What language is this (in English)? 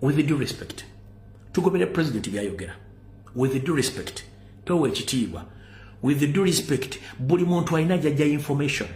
Ganda